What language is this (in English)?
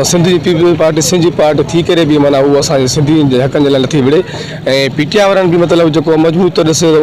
Sindhi